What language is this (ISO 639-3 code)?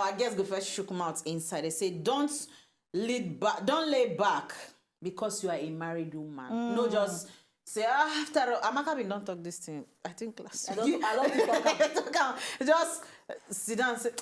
pcm